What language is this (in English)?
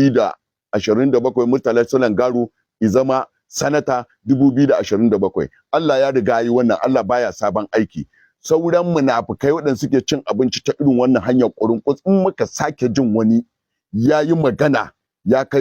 Hausa